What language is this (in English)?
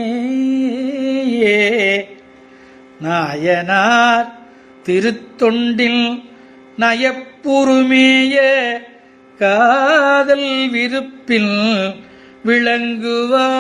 Tamil